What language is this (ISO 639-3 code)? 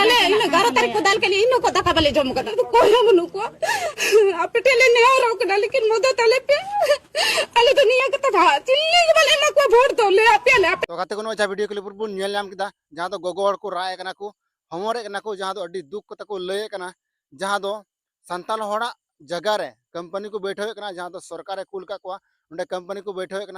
sat